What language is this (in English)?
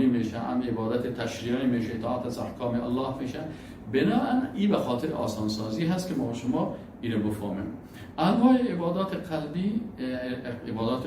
Persian